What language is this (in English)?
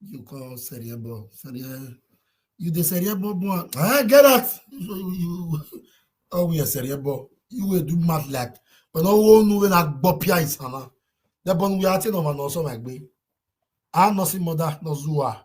Nigerian Pidgin